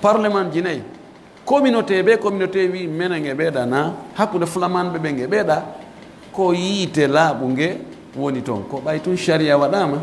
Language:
Pular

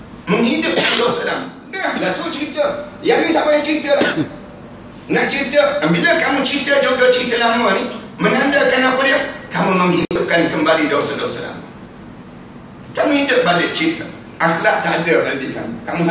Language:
Malay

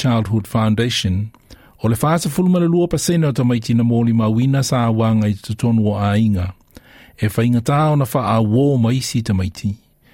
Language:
Samoan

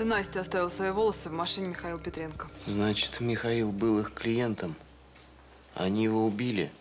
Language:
Russian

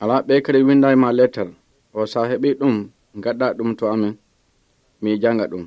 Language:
Pular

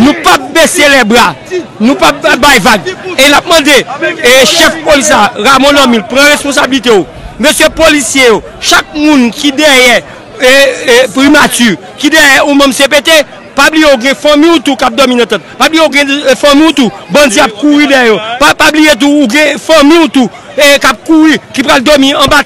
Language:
Haitian Creole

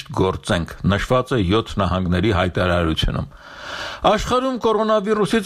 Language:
Armenian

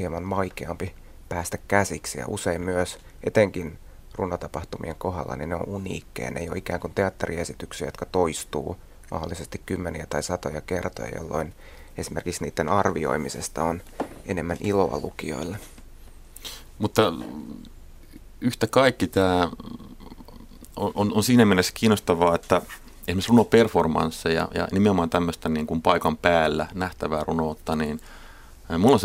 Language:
Finnish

